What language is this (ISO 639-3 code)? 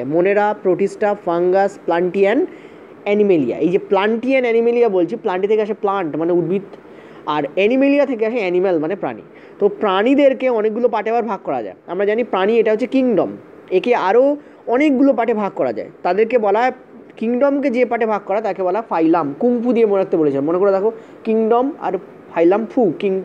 ben